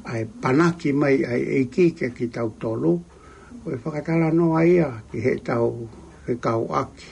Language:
Tongan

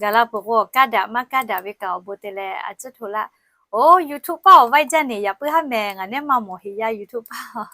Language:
Lahu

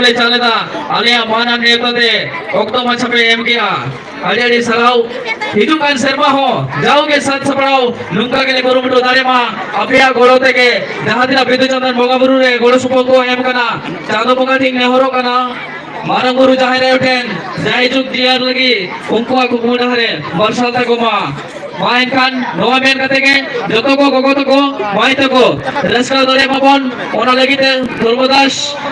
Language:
Santali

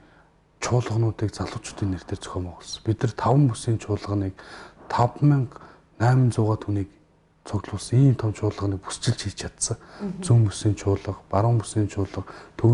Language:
Mongolian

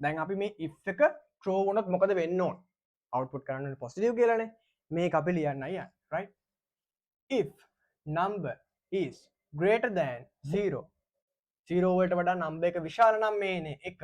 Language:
Sinhala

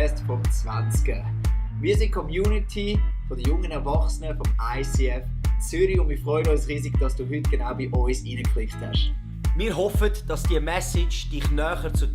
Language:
Swiss German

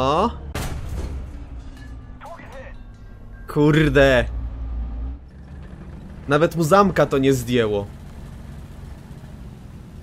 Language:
Polish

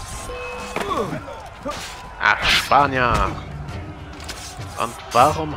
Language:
German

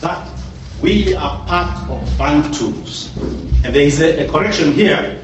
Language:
Kikuyu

